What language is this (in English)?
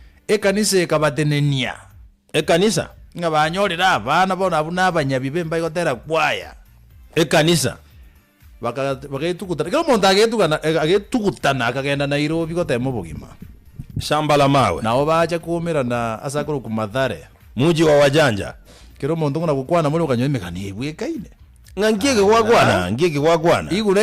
Gusii